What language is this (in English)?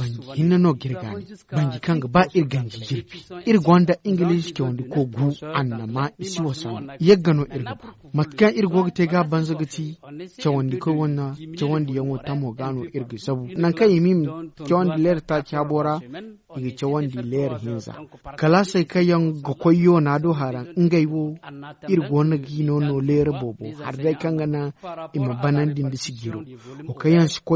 Zarma